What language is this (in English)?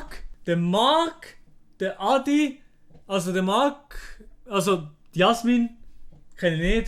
Swiss German